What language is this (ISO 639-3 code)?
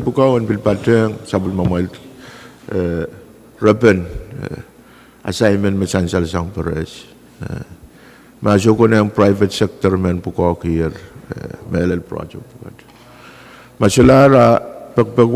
pon